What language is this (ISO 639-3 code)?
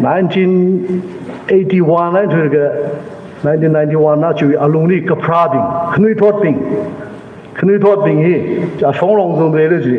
nmf